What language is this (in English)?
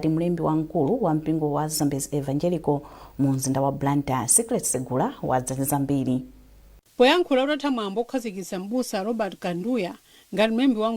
Nyanja